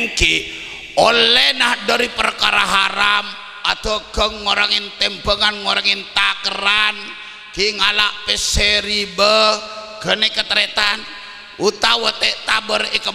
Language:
Madurese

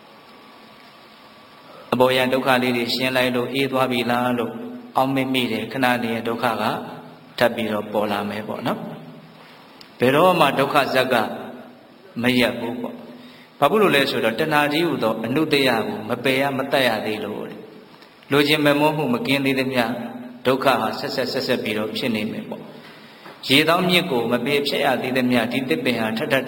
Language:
Burmese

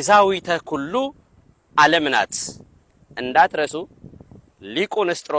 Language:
Amharic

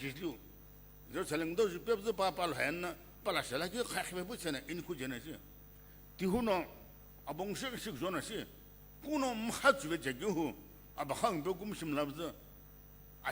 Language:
Sumi Naga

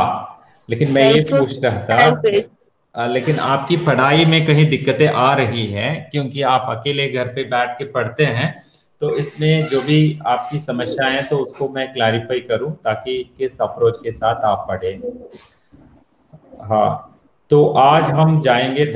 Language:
Hindi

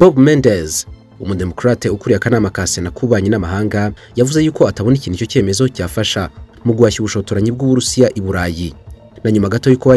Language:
Kinyarwanda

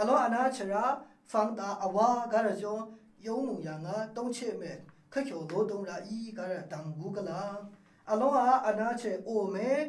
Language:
Maru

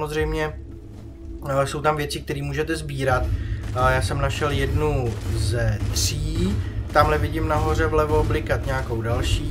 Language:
Czech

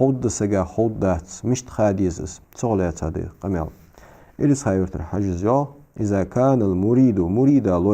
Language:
Ingush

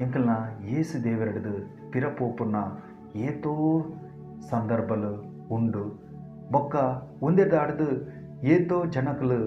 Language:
Tulu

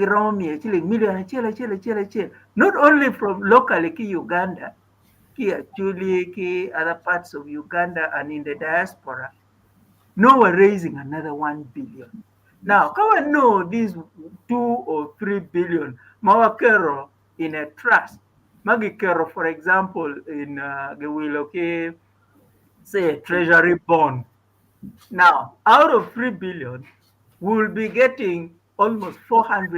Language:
Acoli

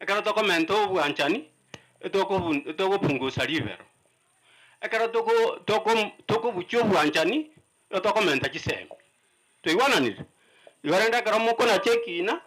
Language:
Gusii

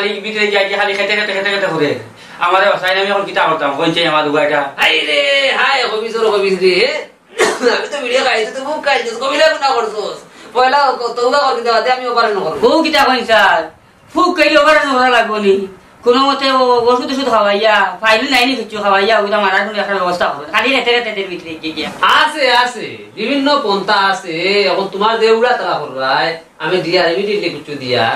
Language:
Sylheti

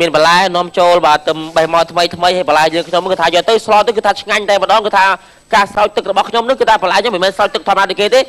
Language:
Khmer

